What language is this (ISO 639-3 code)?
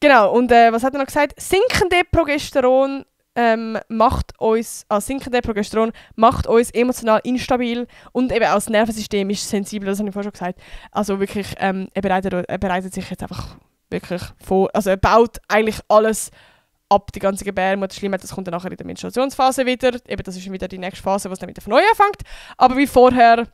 gsw